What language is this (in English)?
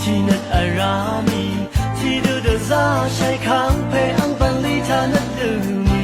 Rawang